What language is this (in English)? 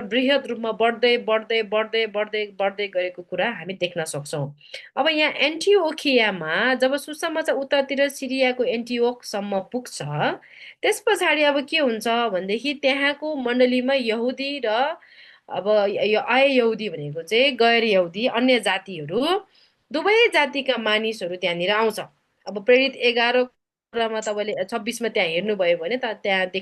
Nepali